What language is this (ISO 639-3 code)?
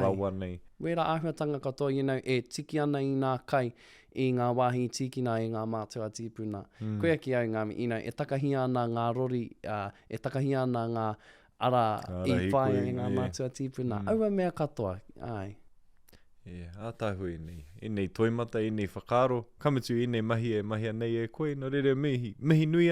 mri